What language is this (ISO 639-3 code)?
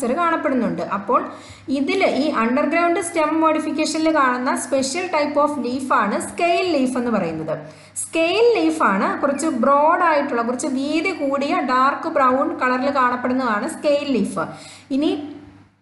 mal